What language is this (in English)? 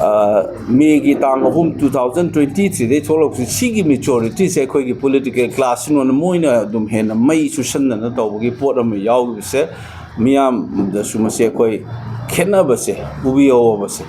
Manipuri